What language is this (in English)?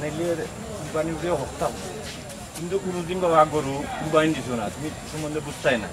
Sylheti